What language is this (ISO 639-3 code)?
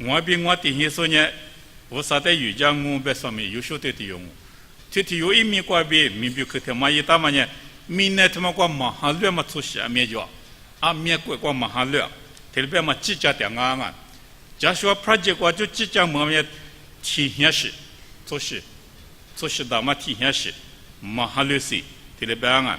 lis